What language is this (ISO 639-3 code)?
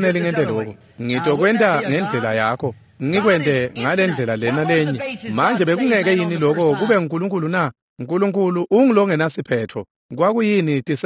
ssw